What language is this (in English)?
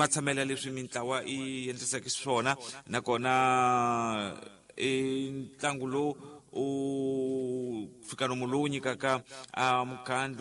Tsonga